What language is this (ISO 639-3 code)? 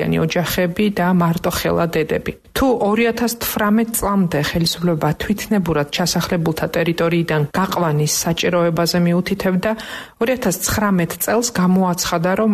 kat